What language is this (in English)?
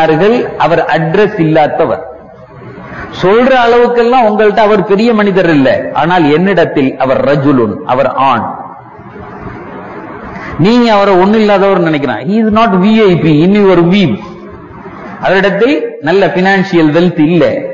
Tamil